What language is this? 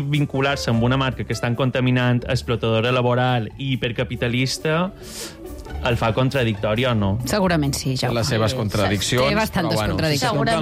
Catalan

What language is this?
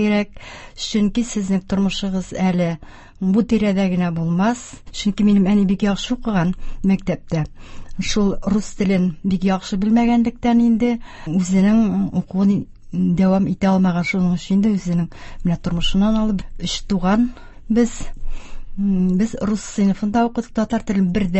Tatar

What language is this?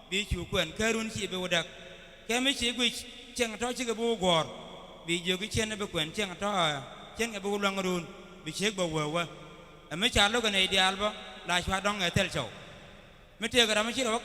Nuer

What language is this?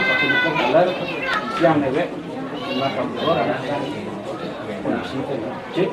Balinese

